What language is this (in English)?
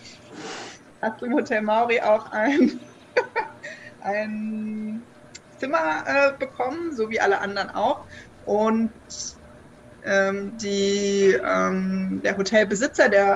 German